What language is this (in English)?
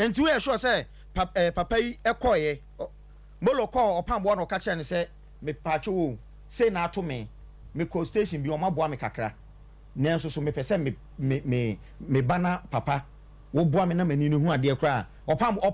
Akan